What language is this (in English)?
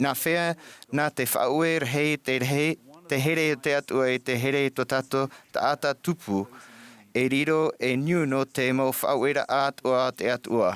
Tahitian